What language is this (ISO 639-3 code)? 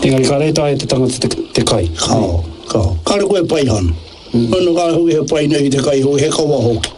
mri